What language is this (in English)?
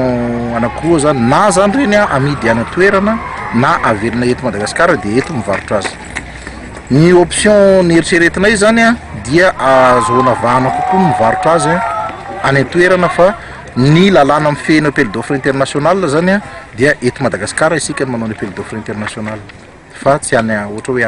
Malagasy